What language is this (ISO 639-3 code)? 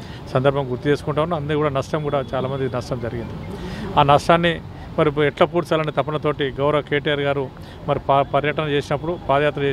tel